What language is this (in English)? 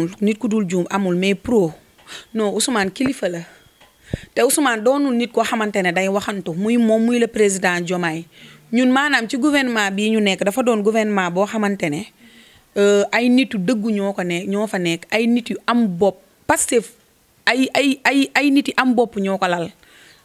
Wolof